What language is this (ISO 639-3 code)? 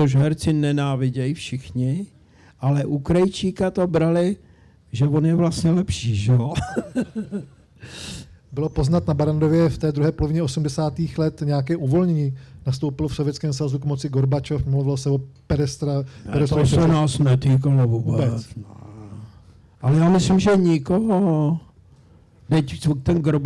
ces